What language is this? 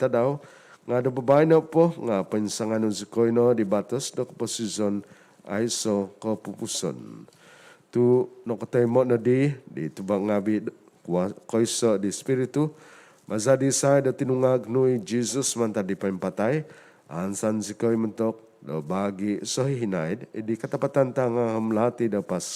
Central Dusun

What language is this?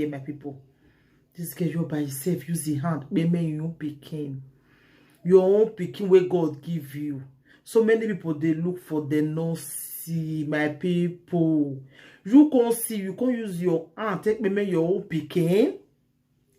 Nigerian Pidgin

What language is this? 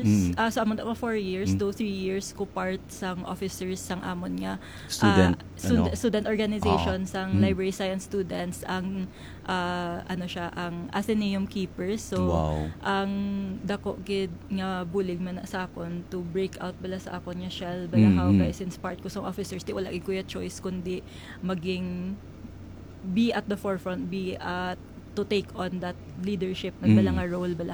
Hiligaynon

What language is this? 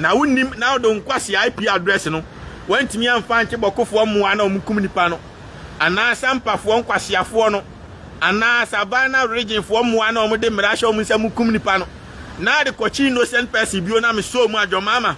Akan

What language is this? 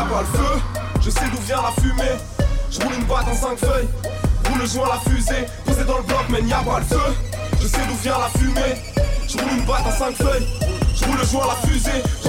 French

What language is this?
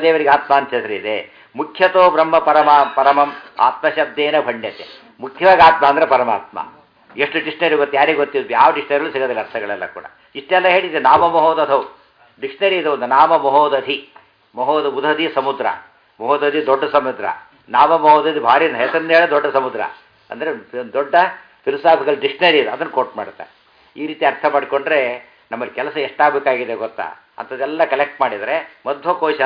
Kannada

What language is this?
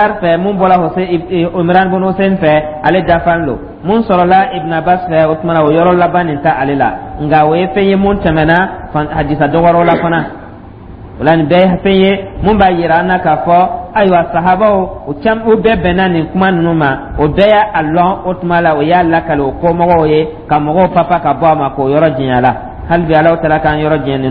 Dyula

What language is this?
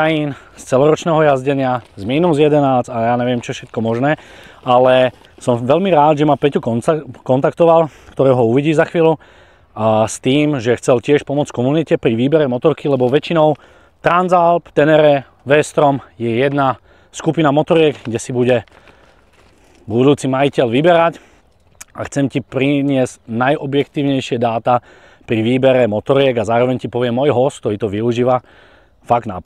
Slovak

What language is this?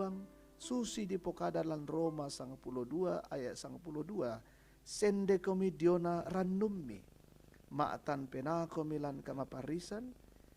Toraja-Sa'dan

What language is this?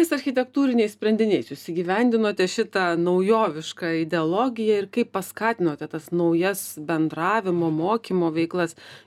Lithuanian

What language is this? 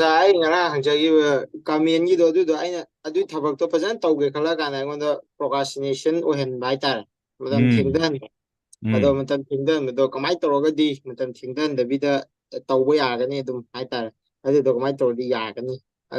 Manipuri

